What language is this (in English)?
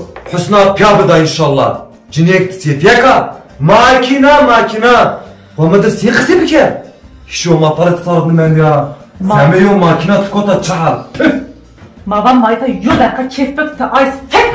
Zaza